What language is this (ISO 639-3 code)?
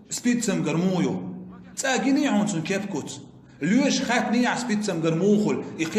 che